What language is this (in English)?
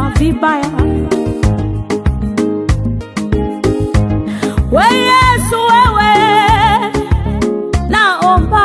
Swahili